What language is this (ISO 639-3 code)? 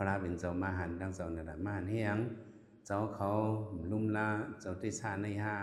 shn